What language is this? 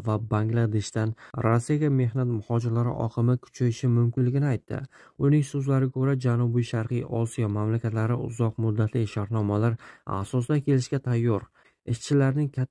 Uzbek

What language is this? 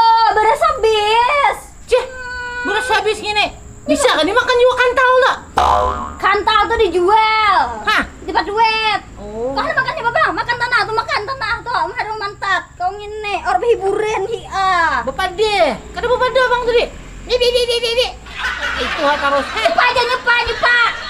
Banjar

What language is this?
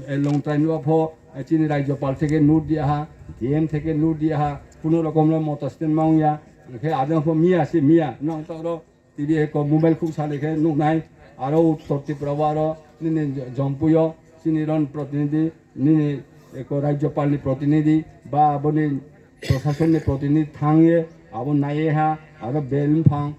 Riang (India)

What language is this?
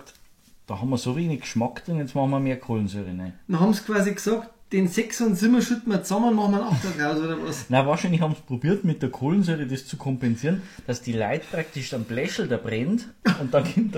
Bavarian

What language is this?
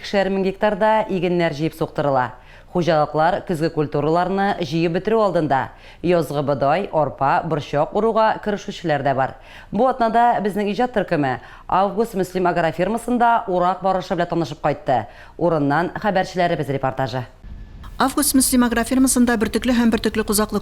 Tatar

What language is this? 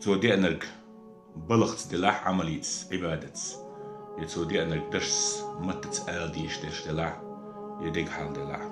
Chechen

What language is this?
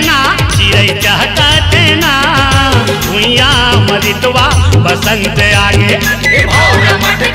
Chhattisgarhi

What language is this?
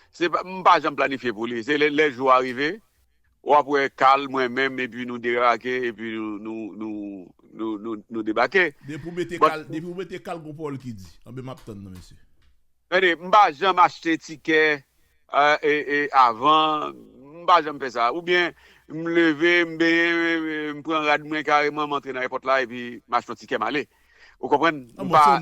Haitian Creole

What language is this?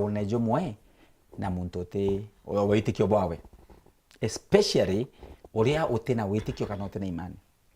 Meru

